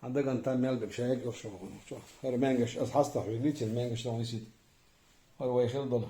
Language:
Chechen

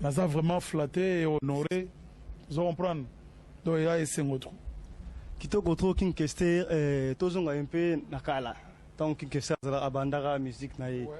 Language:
Lingala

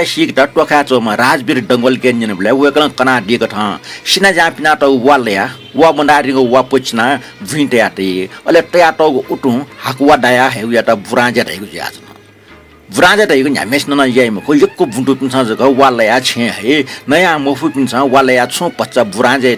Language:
Newari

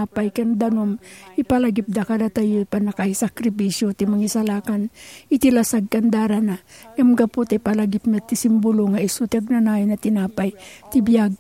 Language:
Iloko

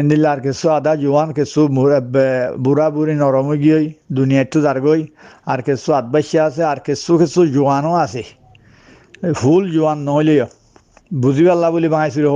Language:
Rohingya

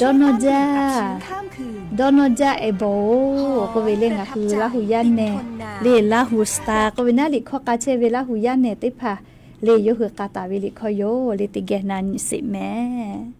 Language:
Lahu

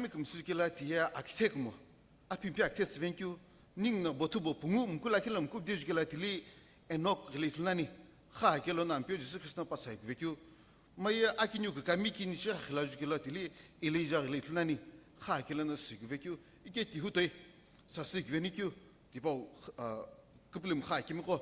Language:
Sumi Naga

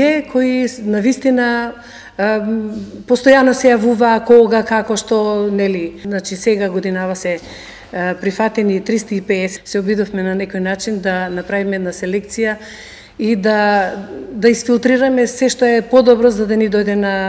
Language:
Macedonian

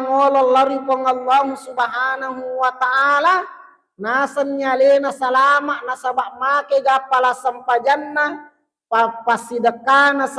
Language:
Buginese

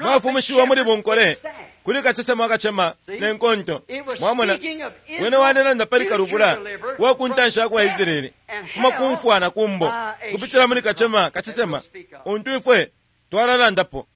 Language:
Bemba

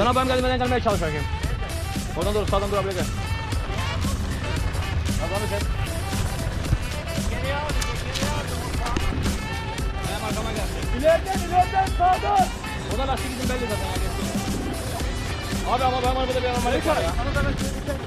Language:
Turkish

